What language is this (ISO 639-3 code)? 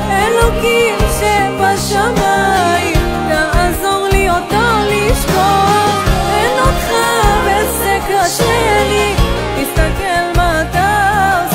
heb